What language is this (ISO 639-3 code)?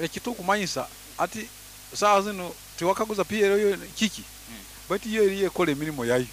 nyo